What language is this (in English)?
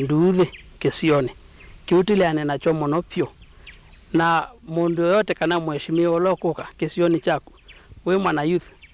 Kamba